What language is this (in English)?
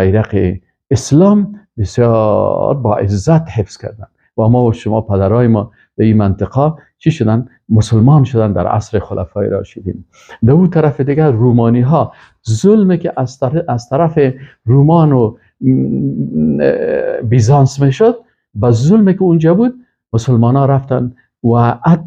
Persian